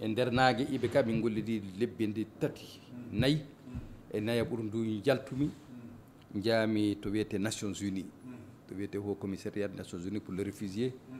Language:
Fula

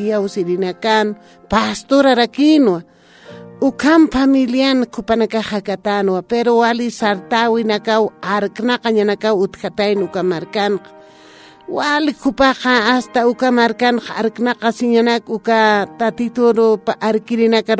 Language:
Aymara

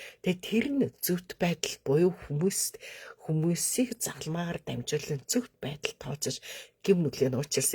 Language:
Mongolian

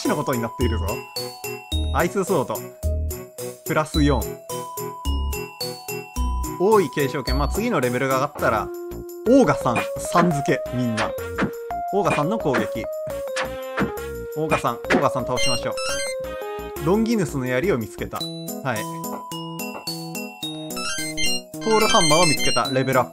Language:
Japanese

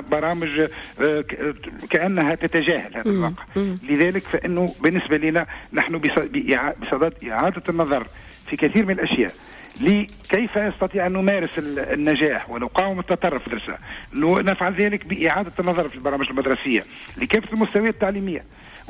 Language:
Tunisian Arabic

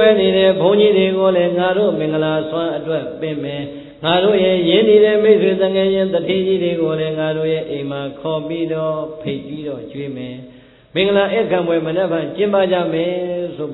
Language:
Burmese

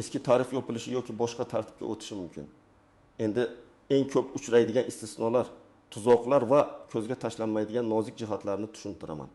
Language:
Uzbek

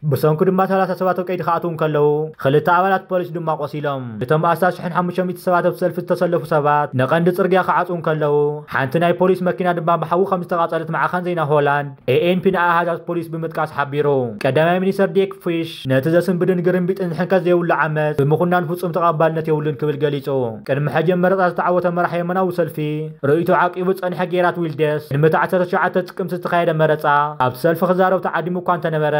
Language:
Tigrinya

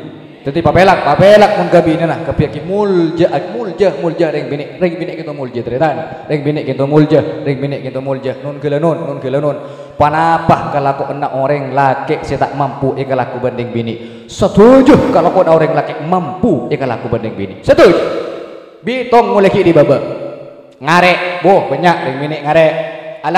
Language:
Madurese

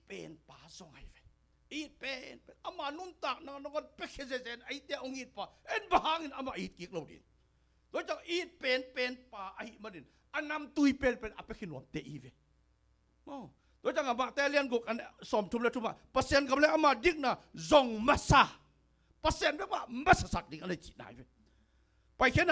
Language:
Tedim Chin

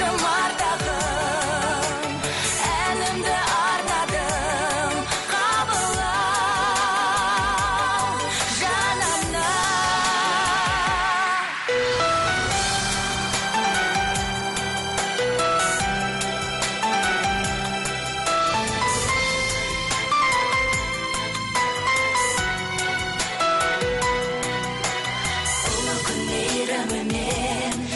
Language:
Kazakh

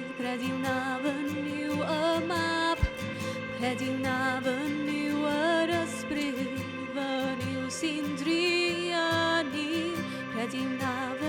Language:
Welsh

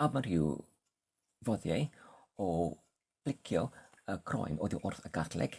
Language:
Welsh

